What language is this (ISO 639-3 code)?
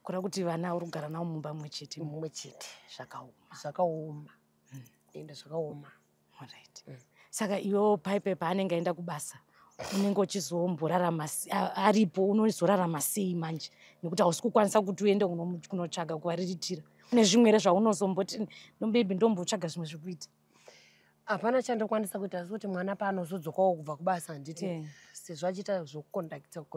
sna